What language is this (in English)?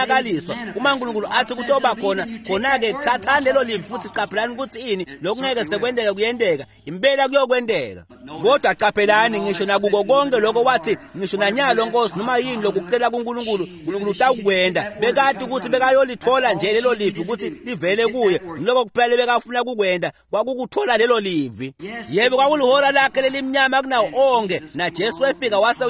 Swati